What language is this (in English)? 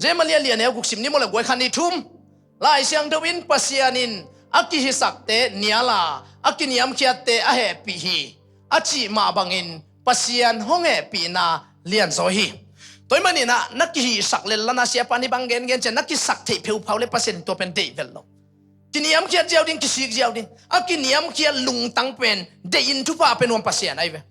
Tedim Chin